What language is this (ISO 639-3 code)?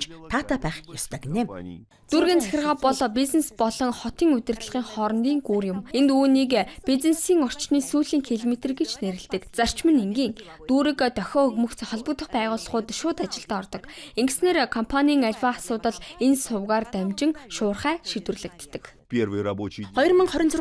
mon